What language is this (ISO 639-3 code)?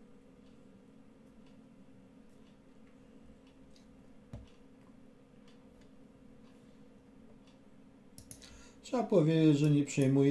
pol